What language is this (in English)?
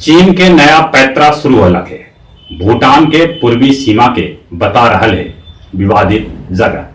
Magahi